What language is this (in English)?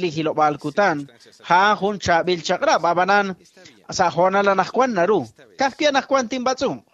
Kekchí